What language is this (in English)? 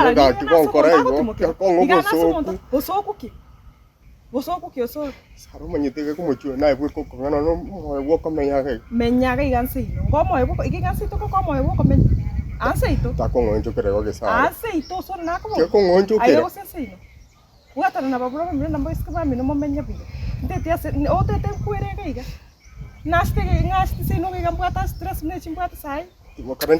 Gusii